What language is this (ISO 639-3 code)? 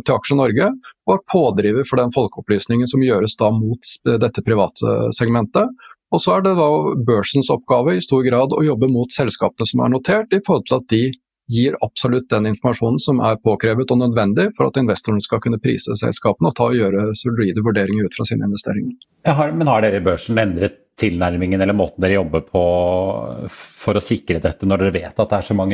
nor